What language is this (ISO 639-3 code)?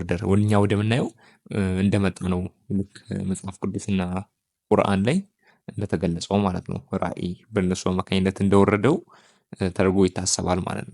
amh